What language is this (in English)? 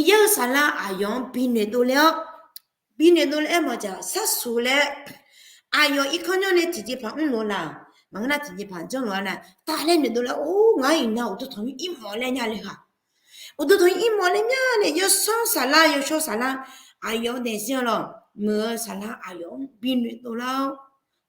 Akha